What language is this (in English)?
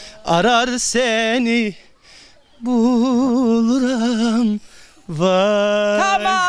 Zaza